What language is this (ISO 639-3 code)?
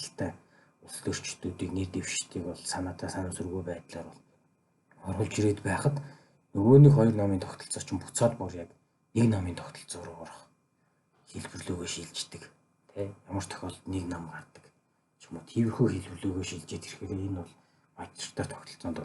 mon